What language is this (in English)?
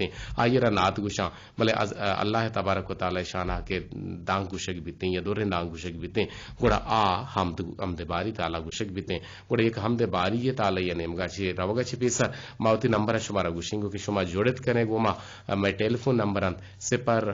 Eastern Balochi